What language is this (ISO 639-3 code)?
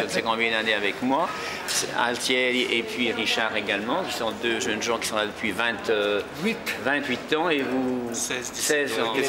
fra